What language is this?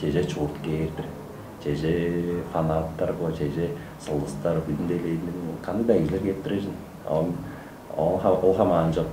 Tuvinian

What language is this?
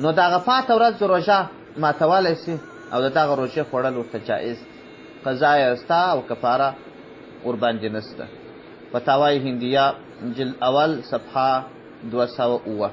Pashto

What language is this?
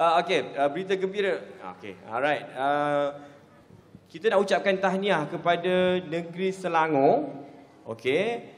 Malay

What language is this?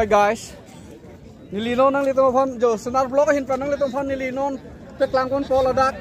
Karbi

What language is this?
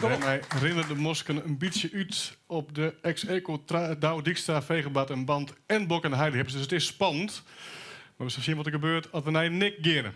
Western Frisian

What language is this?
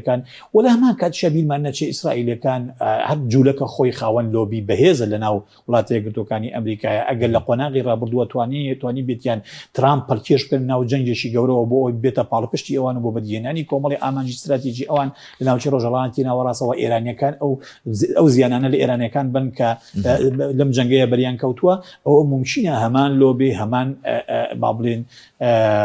Central Kurdish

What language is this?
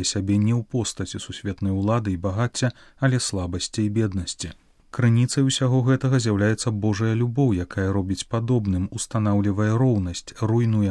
Belarusian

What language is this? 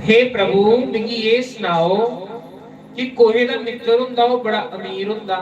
Dogri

